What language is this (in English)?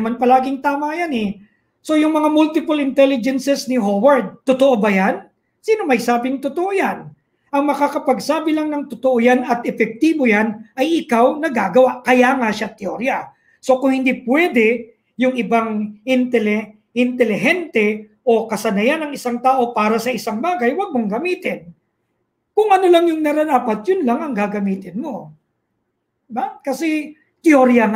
Filipino